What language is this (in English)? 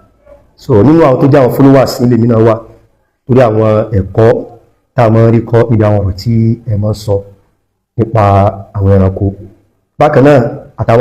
Yoruba